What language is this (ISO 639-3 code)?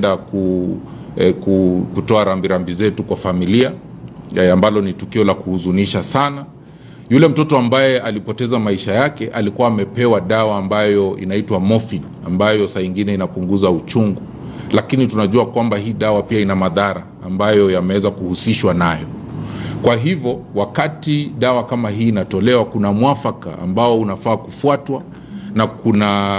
swa